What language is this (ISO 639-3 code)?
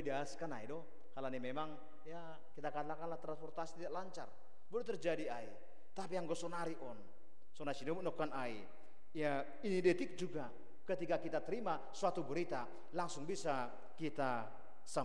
bts